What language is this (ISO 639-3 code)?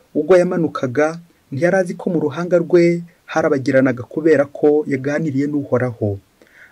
kin